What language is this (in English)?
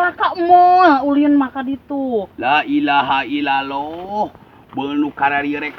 Sundanese